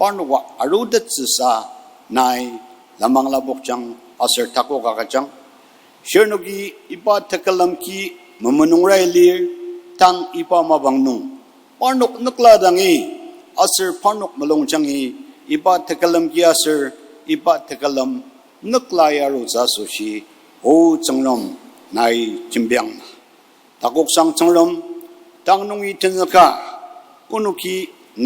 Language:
Ao Naga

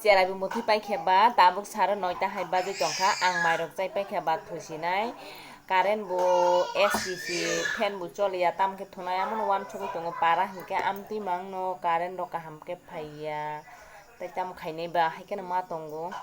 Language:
Kok Borok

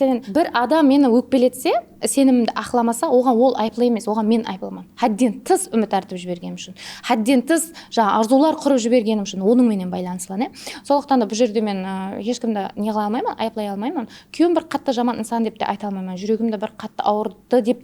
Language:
Kara-Kalpak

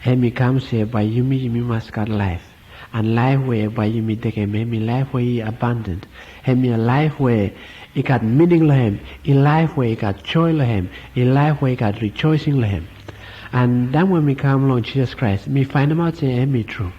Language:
Bislama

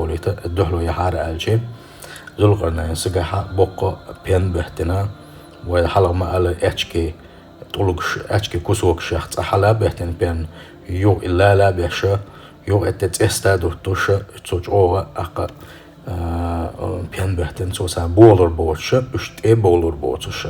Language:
Chechen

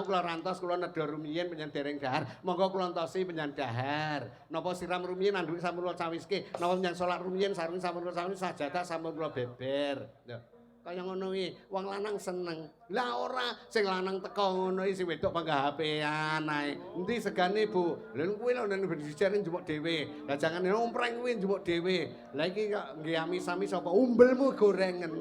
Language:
Javanese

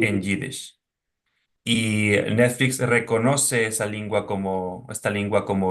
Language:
Ladino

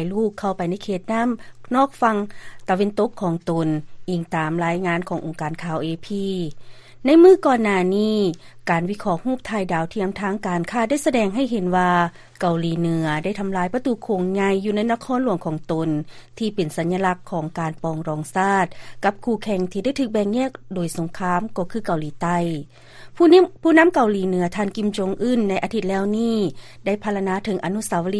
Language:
Lao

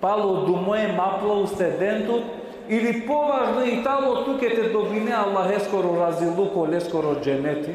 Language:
Balkan Romani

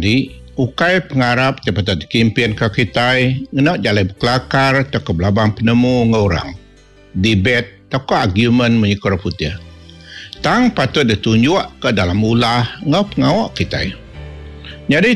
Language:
Iban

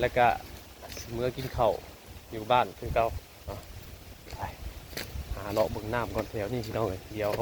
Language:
Northeastern Thai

